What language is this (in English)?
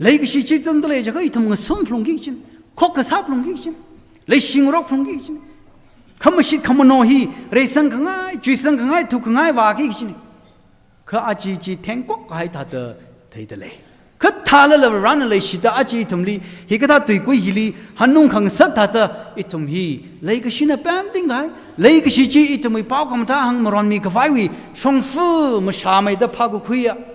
Tangkhul Naga (India)